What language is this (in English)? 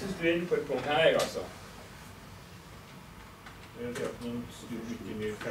Norwegian